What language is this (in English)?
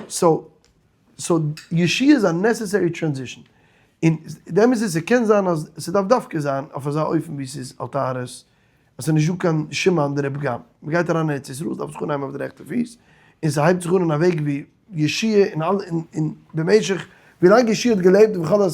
Yiddish